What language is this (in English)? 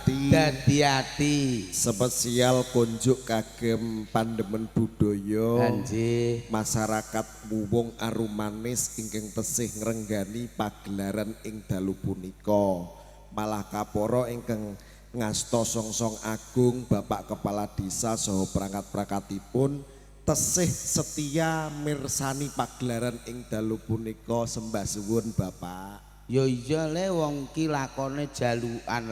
Javanese